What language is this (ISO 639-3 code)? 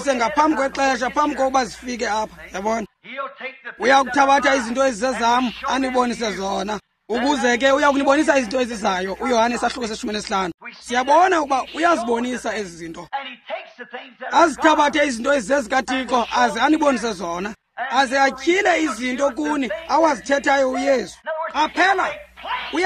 xho